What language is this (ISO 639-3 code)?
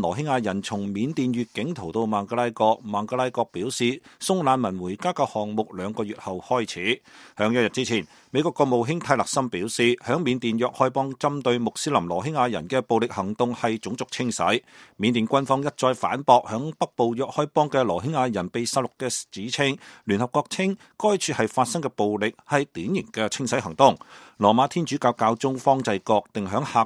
yue